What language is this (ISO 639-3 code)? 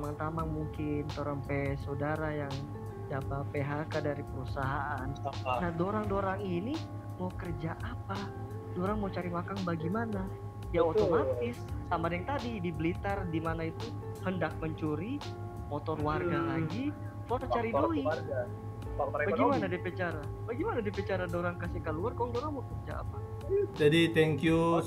xmm